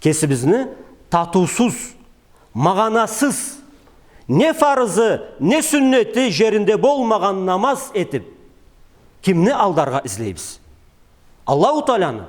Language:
Karachay-Balkar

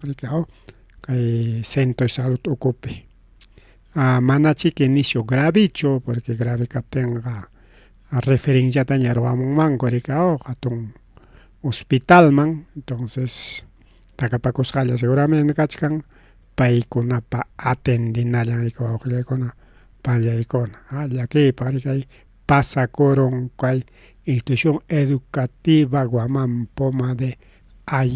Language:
Ayacucho Quechua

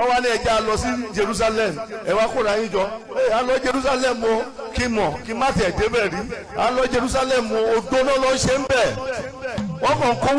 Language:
Yoruba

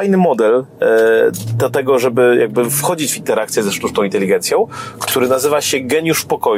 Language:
Polish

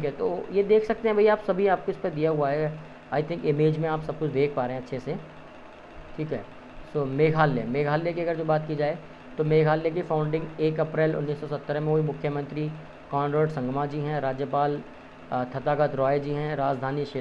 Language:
Hindi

